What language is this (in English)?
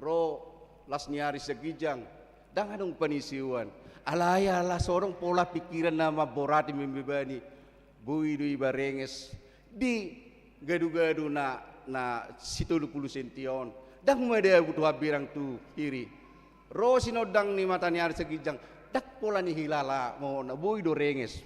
Batak Toba